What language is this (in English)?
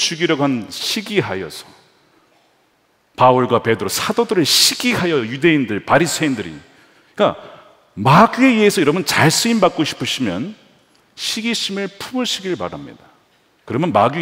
Korean